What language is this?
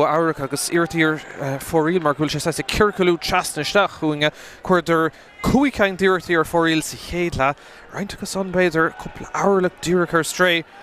Irish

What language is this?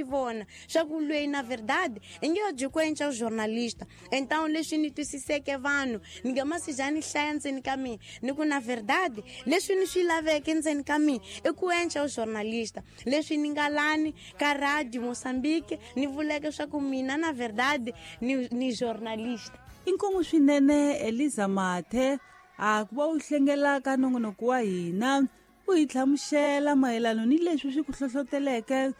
Tsonga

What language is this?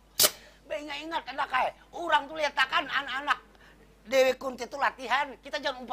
Banjar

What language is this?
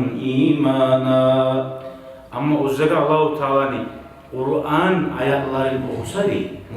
Kumyk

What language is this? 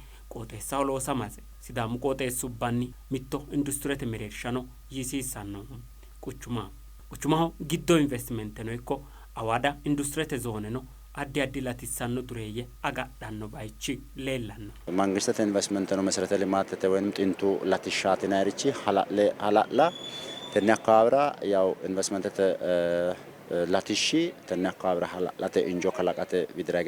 Sidamo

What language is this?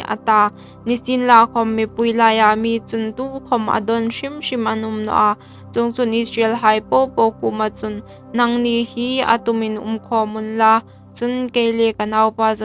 Hmar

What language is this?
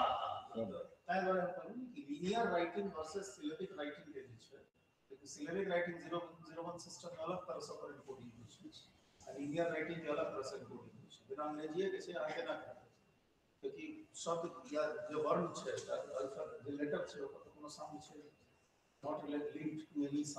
Maithili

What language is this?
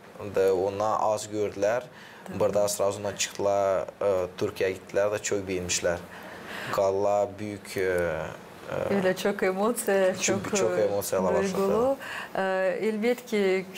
Gagauz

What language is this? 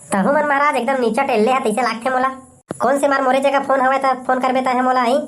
Chhattisgarhi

